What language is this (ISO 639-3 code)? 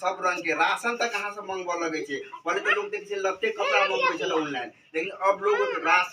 mai